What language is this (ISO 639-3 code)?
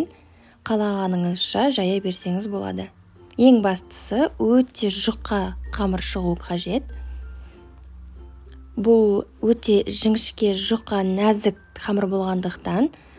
kaz